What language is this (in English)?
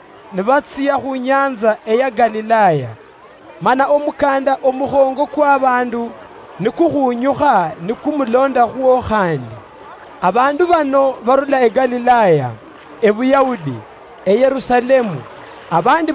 Luyia